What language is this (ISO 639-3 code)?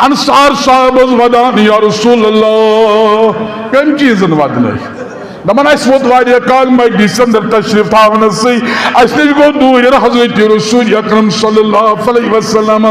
kas